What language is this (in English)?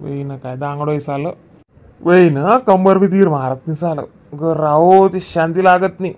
Khandesi